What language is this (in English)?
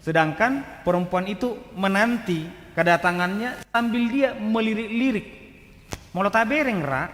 Batak Toba